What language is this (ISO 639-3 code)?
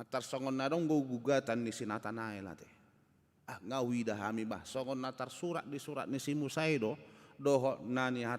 bbc